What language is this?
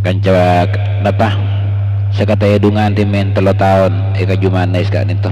Madurese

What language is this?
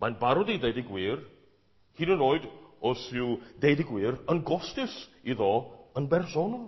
Welsh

